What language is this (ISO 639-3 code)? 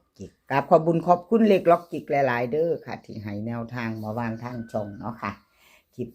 lao